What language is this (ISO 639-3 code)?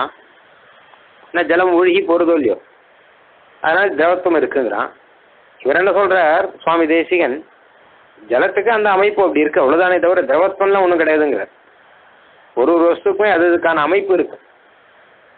tam